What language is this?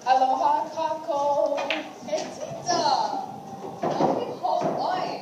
Hawaiian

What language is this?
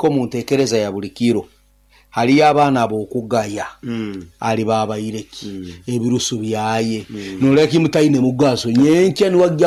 Nyoro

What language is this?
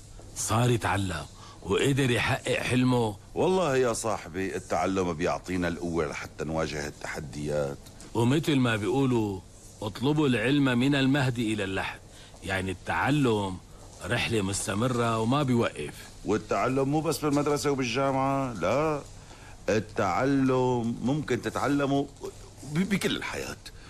North Levantine Arabic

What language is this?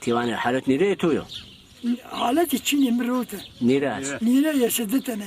Zaza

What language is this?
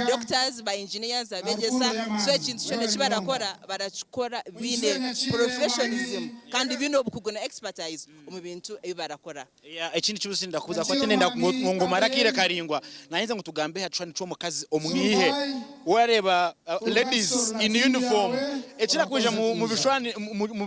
Nyankole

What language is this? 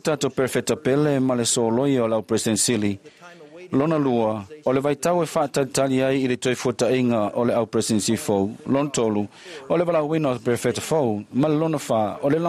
Samoan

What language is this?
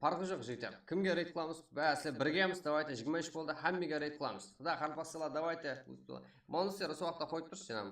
Kara-Kalpak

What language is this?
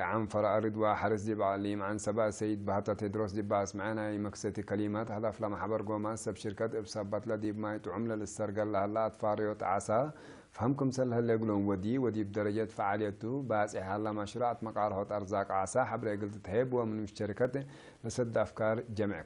Tigre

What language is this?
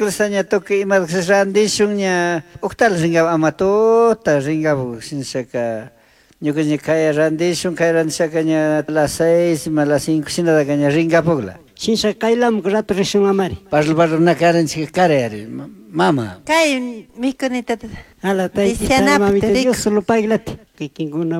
Chimborazo Highland Quichua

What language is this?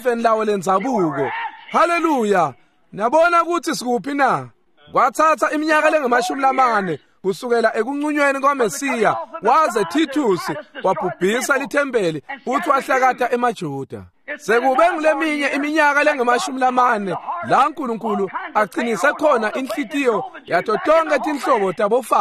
Swati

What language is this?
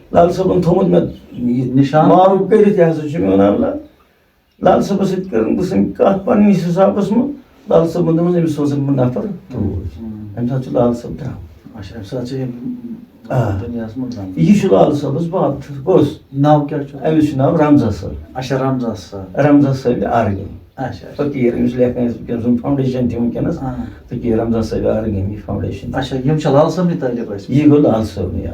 Kashmiri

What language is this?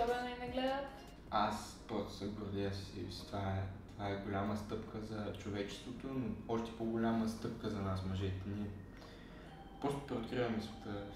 Bulgarian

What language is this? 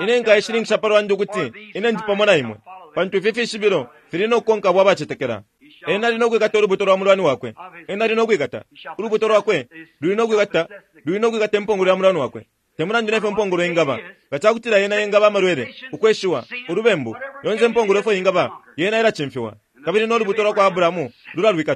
Bemba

